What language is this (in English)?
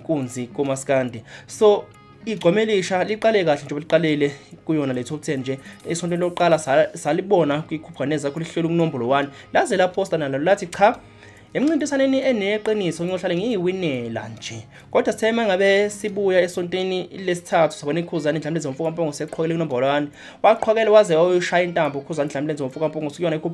Zulu